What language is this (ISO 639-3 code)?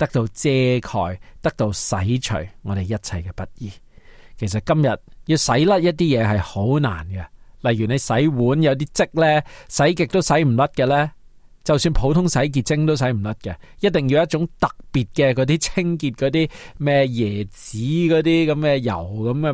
yue